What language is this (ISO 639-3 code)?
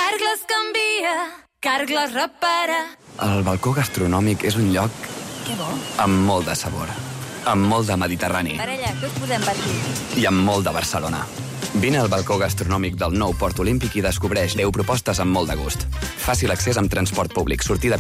cat